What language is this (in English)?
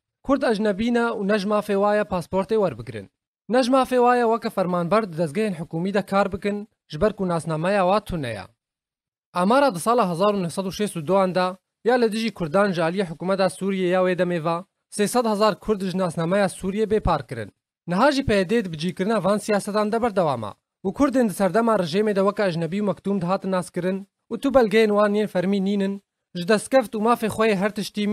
Kurdish